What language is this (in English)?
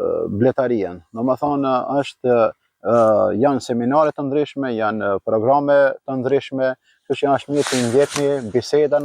Albanian